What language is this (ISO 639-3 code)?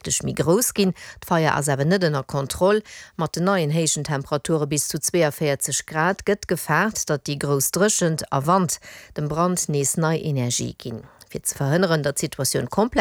ltz